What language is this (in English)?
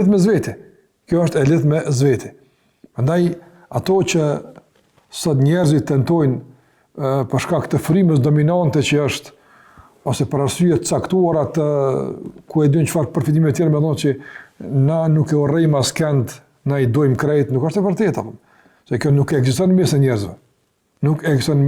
Albanian